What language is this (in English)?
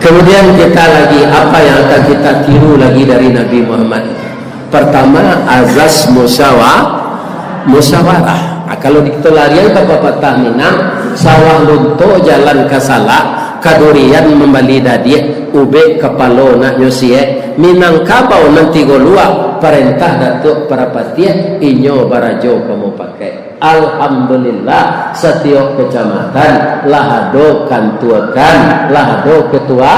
Minangkabau